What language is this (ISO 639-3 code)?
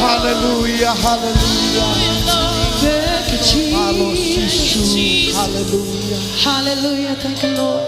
ton